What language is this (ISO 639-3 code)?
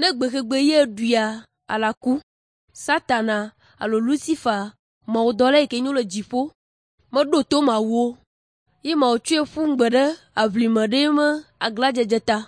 ewe